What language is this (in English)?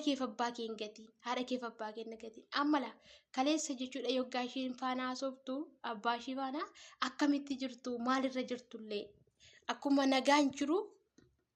Oromo